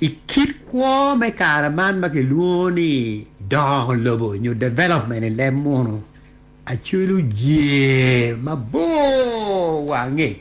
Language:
Acoli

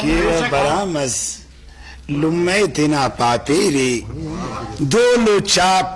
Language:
Brahui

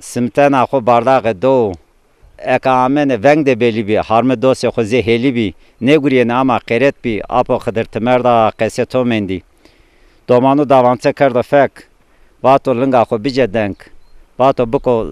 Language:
Zaza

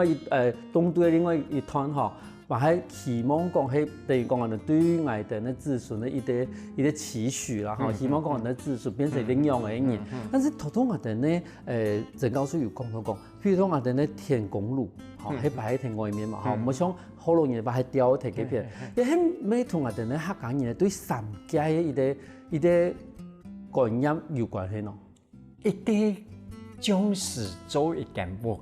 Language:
Hakka Chinese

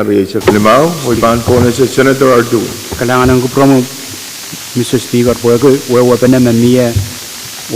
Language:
Pohnpeian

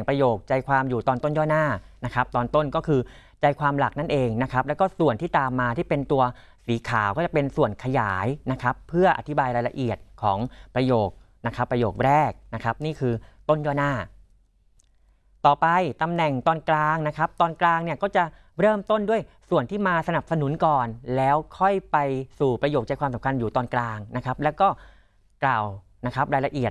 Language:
Thai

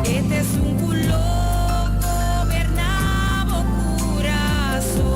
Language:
Papiamento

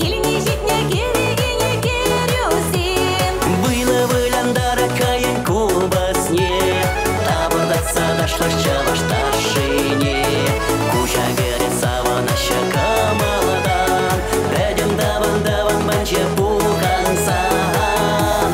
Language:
Chuvash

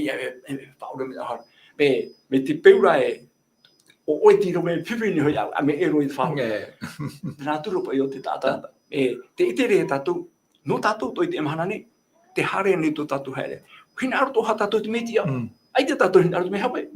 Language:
Tahitian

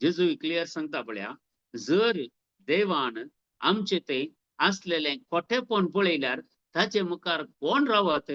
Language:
Konkani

